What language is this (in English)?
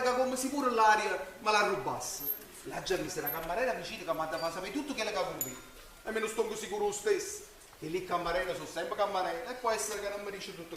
Neapolitan